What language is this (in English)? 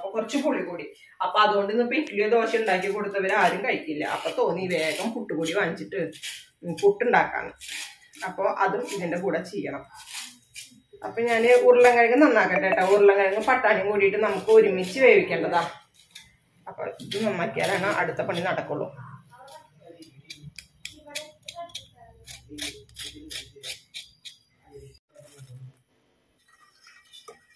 Malayalam